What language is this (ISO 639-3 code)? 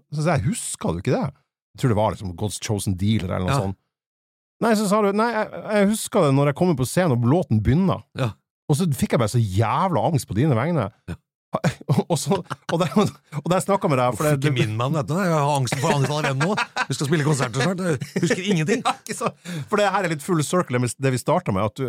nor